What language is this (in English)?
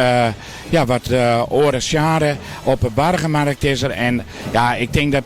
Western Frisian